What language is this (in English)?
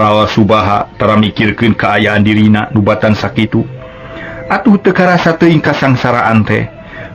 Sundanese